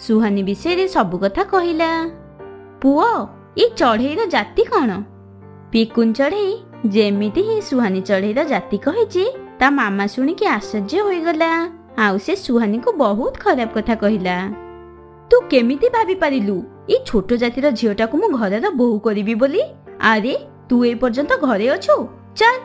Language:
Odia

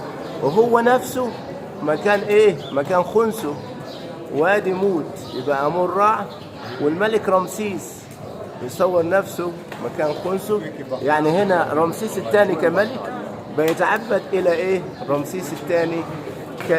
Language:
Egyptian Arabic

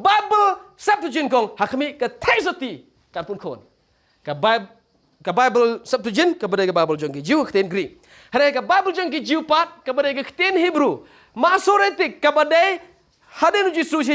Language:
Khasi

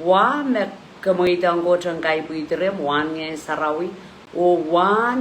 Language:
Pohnpeian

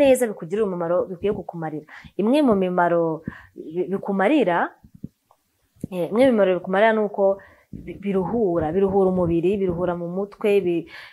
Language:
Kinyarwanda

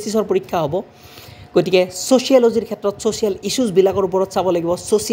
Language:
Assamese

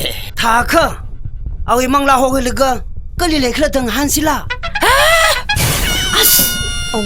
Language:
Tangkhul Naga (India)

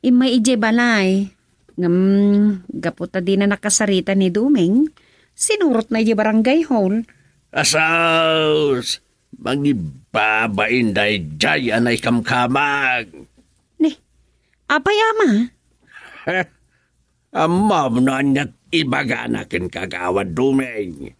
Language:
Iloko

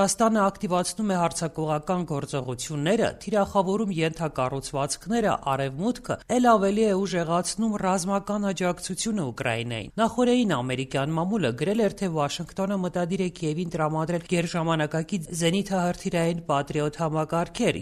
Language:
Armenian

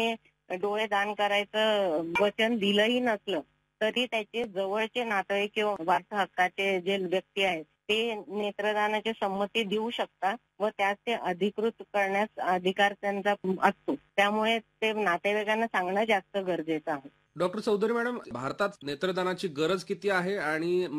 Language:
Marathi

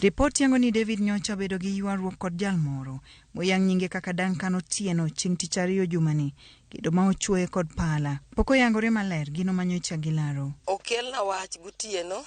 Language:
Luo (Kenya and Tanzania)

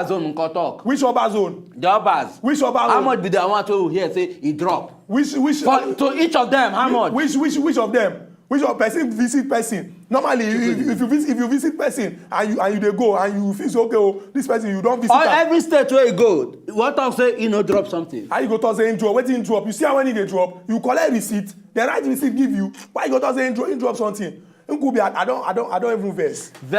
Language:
Nigerian Pidgin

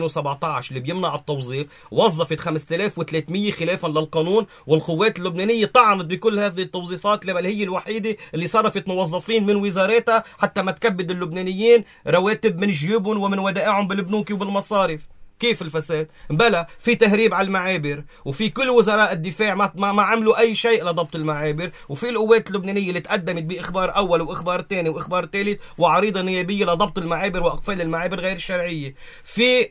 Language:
North Levantine Arabic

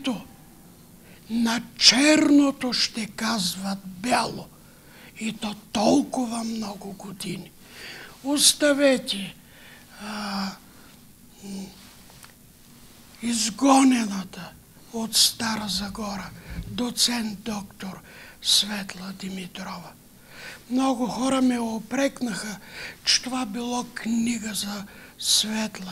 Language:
Bulgarian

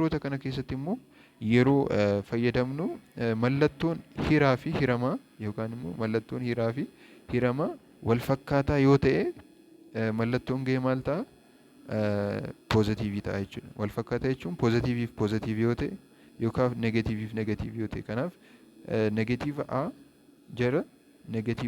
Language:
Oromo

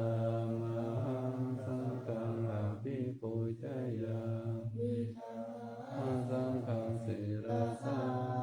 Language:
Pali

